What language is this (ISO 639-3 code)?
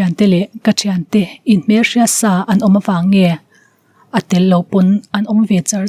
lus